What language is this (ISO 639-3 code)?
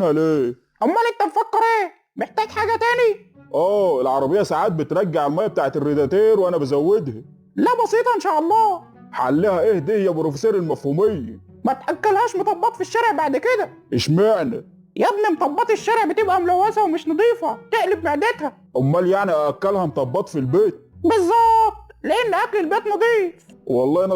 arz